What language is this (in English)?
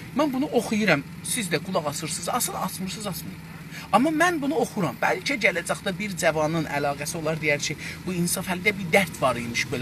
South Azerbaijani